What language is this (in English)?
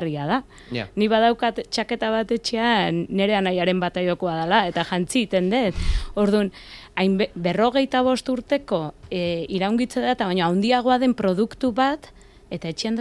Basque